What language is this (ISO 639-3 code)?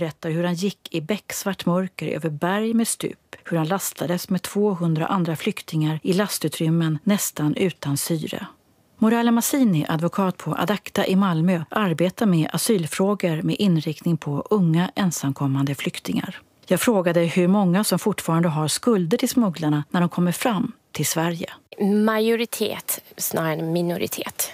swe